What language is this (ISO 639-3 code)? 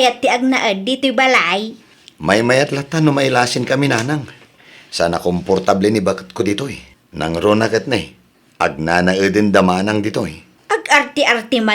ilo